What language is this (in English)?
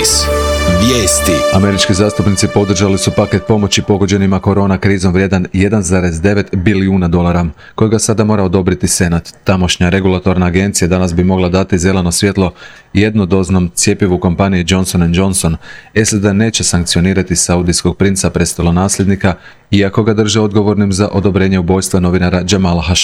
Croatian